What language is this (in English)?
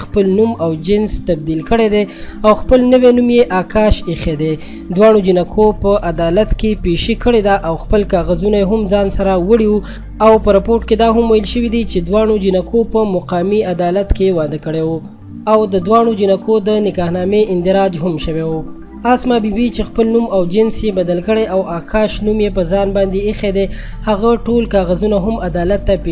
Pashto